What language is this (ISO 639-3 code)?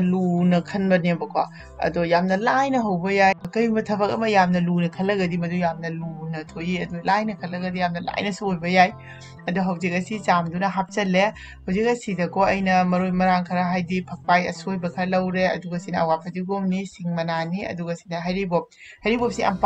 mni